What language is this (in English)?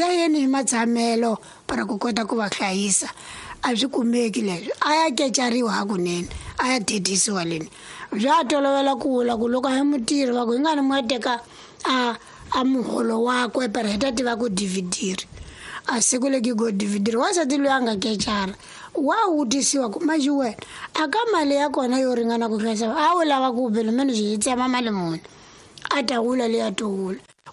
Tsonga